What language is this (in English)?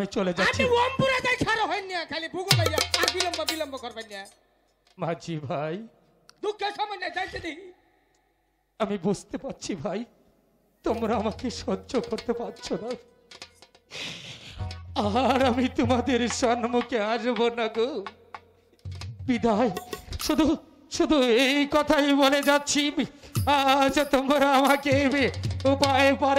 Bangla